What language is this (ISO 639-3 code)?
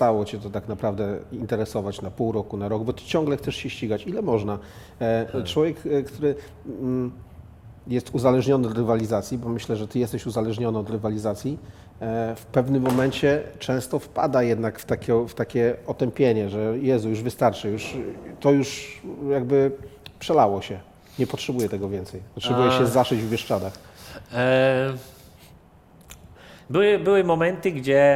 pol